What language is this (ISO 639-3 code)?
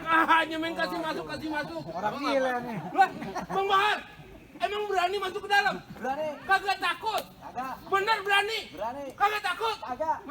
bew